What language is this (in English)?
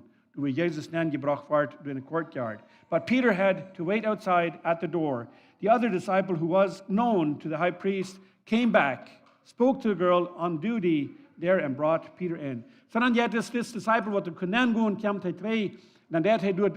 Plautdietsch